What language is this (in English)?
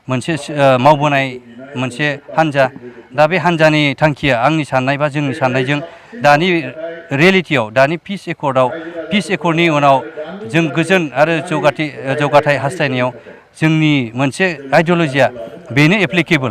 Bodo